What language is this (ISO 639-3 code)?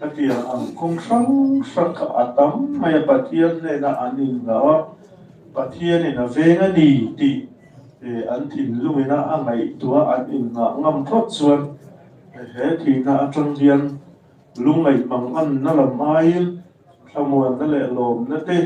lus